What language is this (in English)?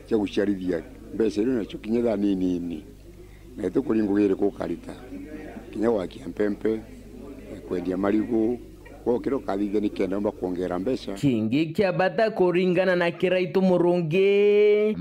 Meru